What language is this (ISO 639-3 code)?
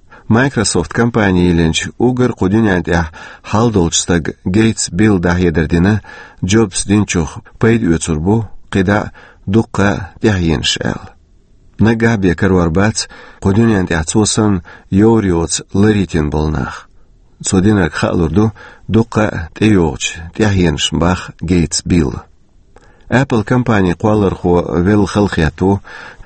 che